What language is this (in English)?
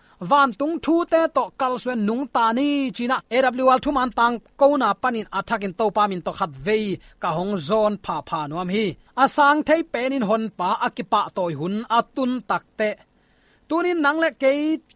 Tedim Chin